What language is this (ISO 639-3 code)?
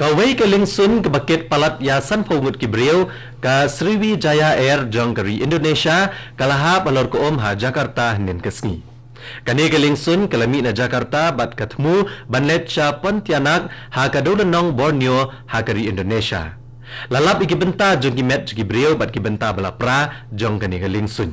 kha